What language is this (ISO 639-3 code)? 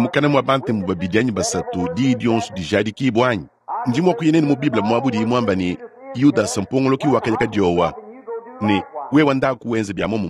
lua